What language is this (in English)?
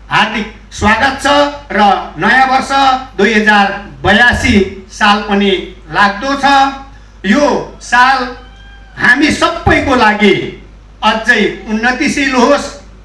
Nepali